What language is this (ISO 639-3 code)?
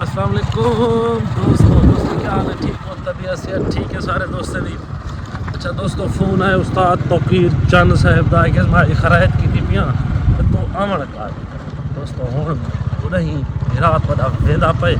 skr